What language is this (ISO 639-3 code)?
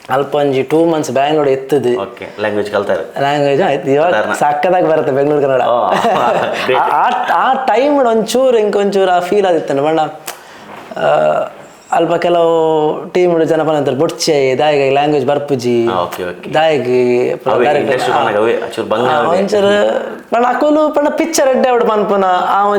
tcy